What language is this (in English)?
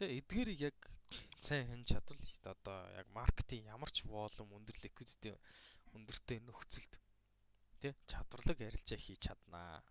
Mongolian